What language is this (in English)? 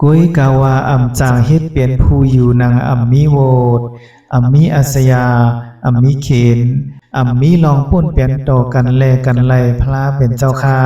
Shan